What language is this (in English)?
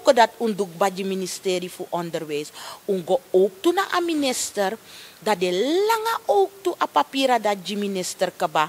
Sranan Tongo